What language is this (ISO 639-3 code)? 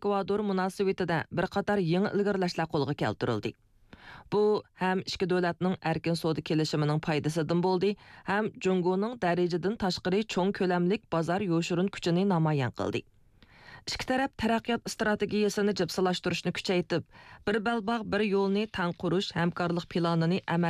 uig